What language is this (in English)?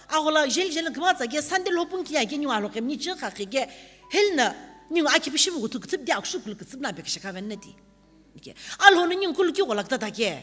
Sumi Naga